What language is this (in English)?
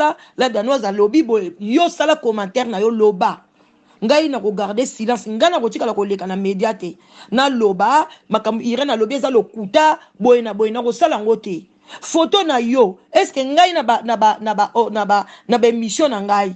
Lingala